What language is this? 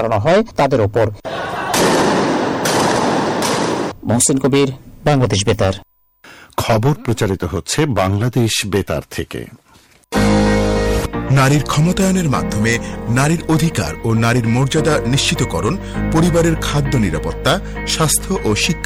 Bangla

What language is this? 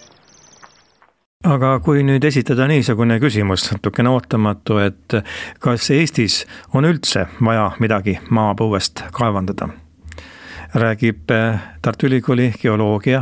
Estonian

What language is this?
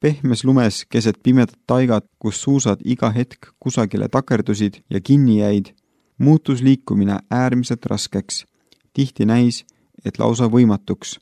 Estonian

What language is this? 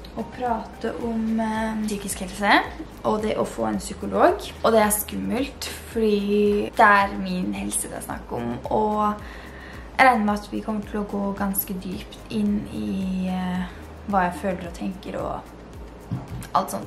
Norwegian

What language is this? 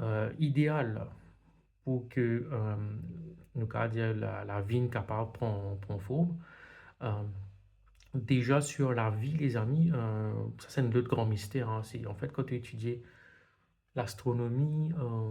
Morisyen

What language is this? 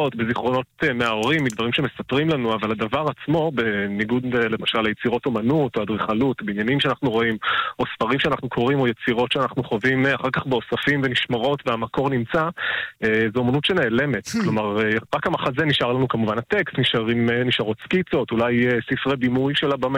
Hebrew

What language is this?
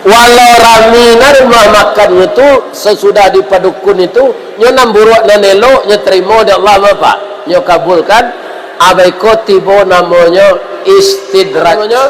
Minangkabau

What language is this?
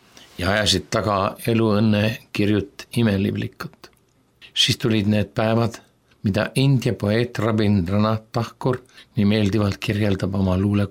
Estonian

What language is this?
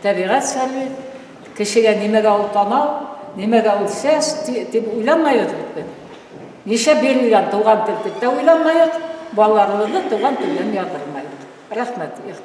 Bashkir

